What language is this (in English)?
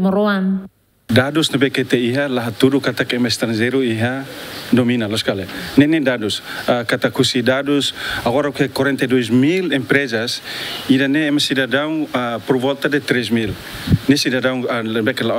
Tetum